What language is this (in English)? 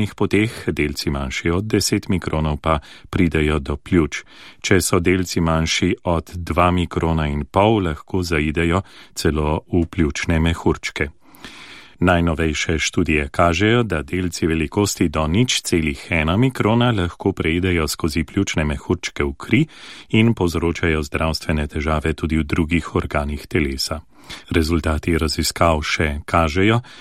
Slovenian